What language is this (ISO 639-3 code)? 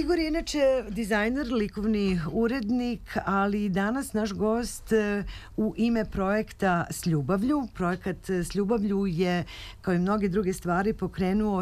srp